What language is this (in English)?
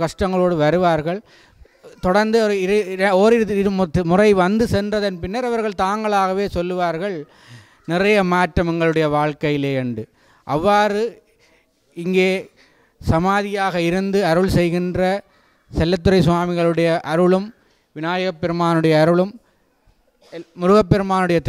Tamil